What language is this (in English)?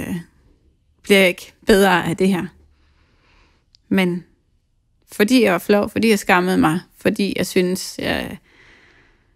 Danish